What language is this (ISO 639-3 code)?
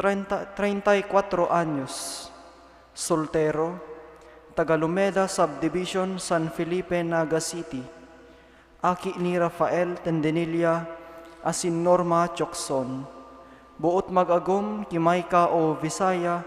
bik